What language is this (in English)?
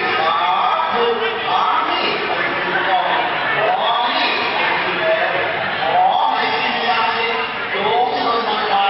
Lao